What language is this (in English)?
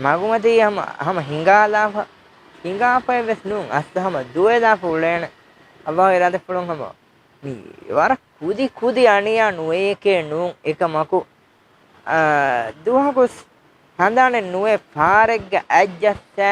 Divehi